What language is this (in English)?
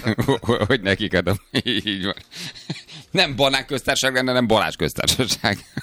Hungarian